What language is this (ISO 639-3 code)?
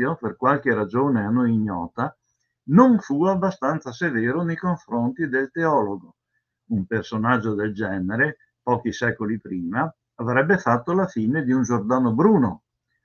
ita